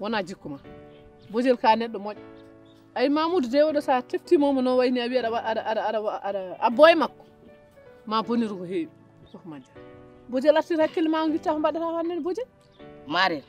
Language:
Fula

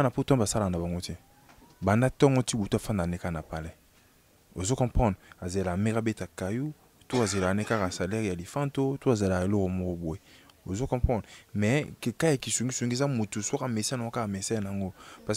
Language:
Lingala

